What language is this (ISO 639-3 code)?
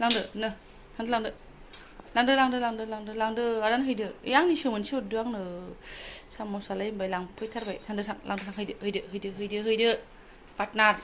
brx